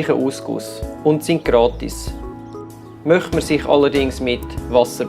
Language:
Swiss German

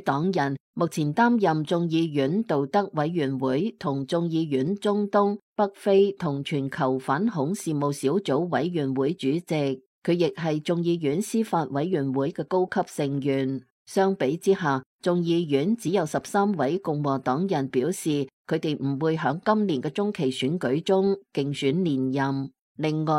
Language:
Cantonese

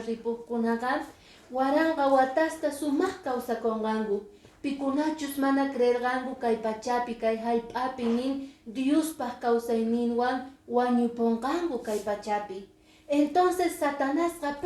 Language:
Quechua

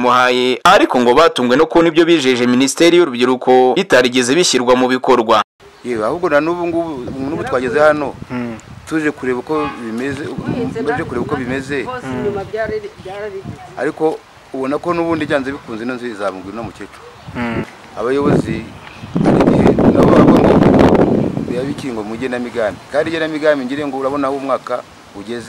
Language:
Kinyarwanda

